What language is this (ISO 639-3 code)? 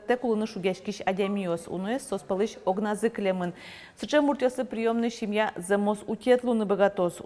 udm